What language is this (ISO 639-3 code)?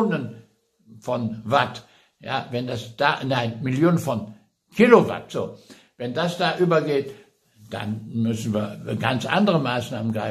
deu